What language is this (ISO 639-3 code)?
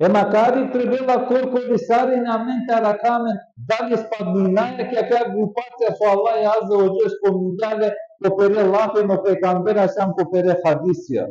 rmn